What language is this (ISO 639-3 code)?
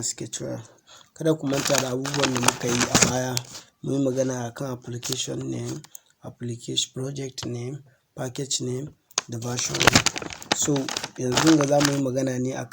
hau